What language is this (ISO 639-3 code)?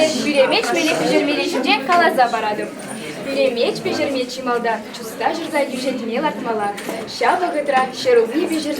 chv